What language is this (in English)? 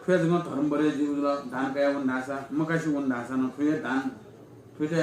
Newari